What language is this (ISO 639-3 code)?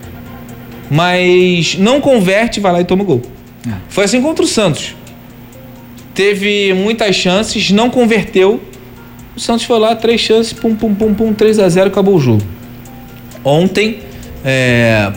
por